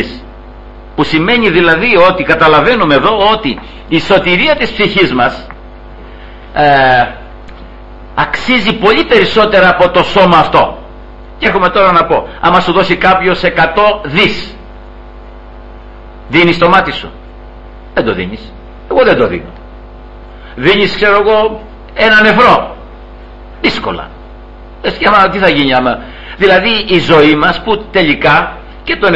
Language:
Greek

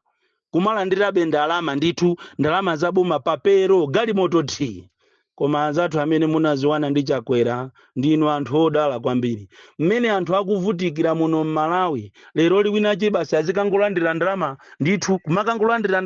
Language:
Nyanja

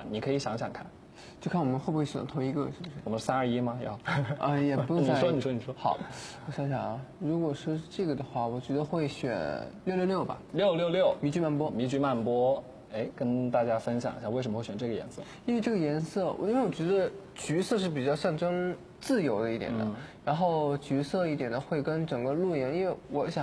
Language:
Chinese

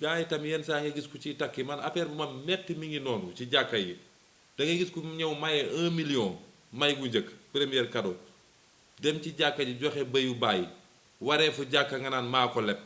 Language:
Wolof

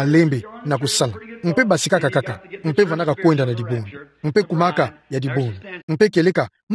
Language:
Kituba (Democratic Republic of Congo)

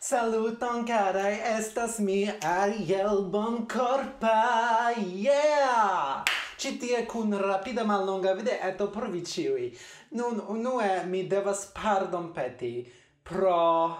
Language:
Esperanto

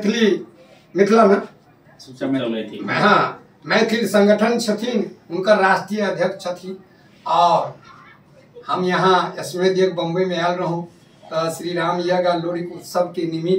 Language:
Maithili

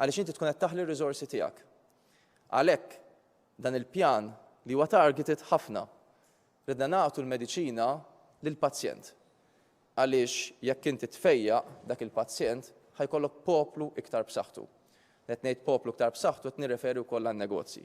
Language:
Maltese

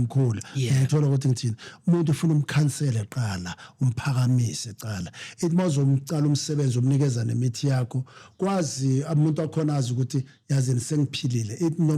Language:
Zulu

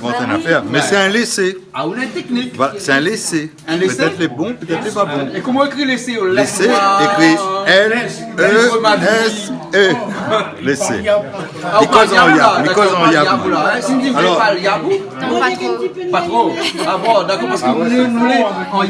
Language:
Réunion Creole French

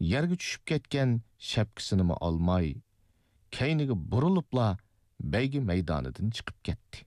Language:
Uyghur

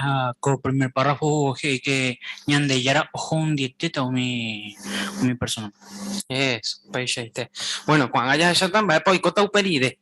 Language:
Guarani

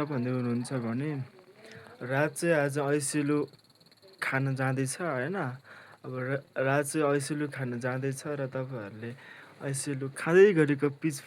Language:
Nepali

